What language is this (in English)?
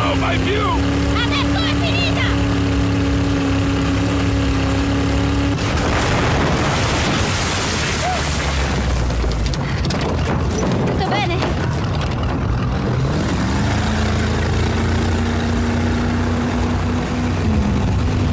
Italian